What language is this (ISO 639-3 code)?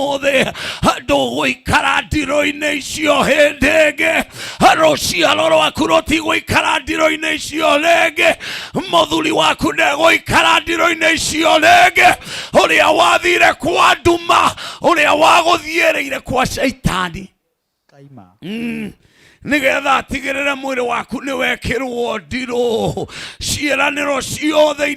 kik